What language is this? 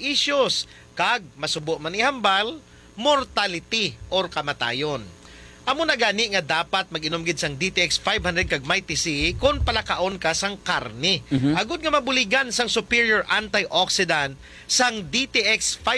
Hiligaynon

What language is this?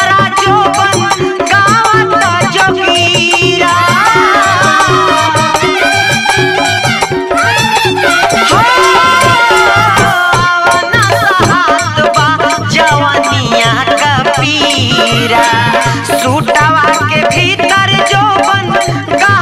Bhojpuri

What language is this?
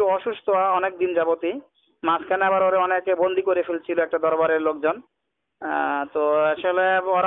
Bangla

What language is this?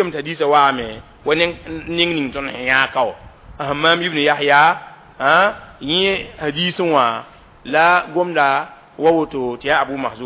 Mossi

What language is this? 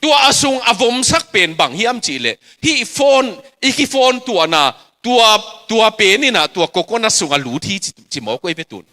Tedim Chin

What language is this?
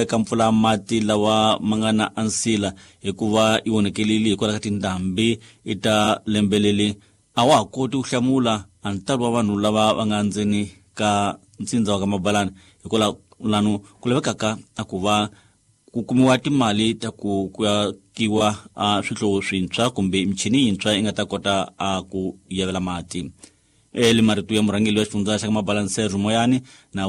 Tsonga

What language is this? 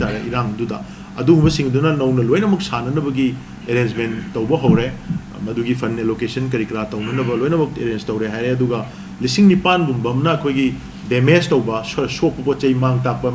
Manipuri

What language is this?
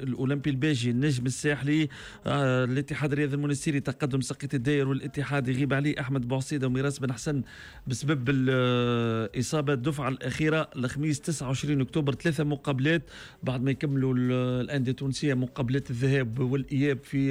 Tunisian Arabic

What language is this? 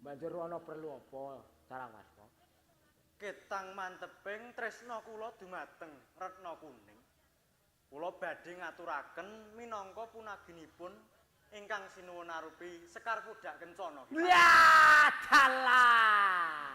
Javanese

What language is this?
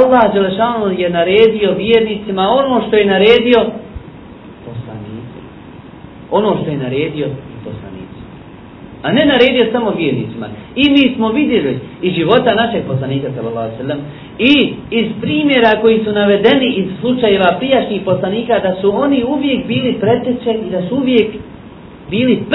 Bosnian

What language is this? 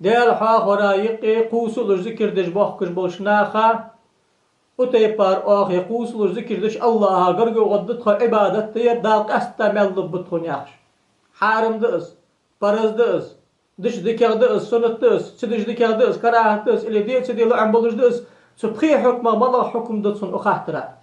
Ingush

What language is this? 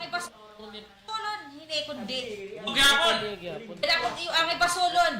Waray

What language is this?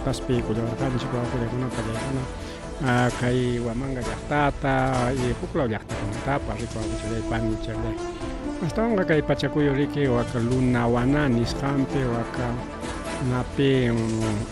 Ayacucho Quechua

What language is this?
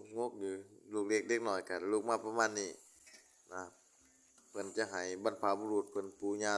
Lao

